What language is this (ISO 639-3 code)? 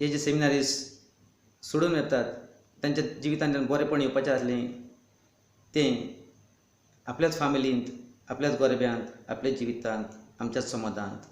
kok